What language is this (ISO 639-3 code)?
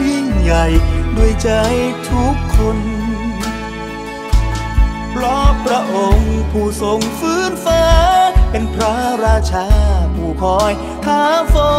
tha